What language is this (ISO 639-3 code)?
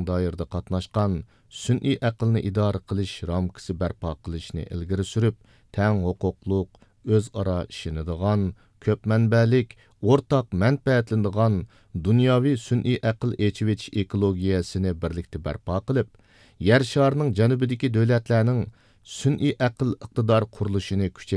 uig